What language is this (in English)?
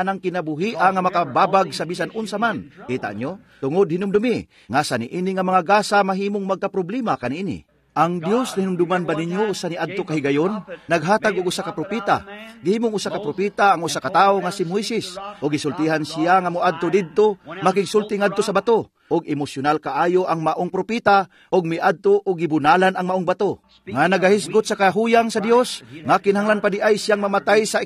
Cebuano